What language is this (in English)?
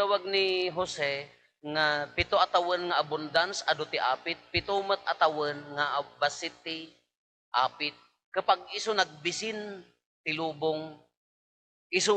Iloko